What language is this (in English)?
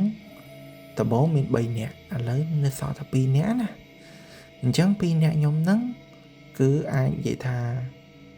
Khmer